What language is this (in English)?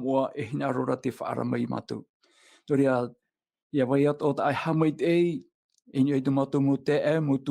Tahitian